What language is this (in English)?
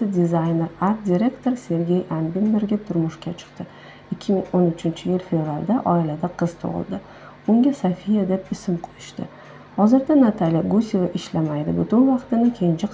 Uzbek